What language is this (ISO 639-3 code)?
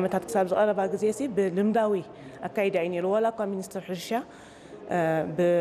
tir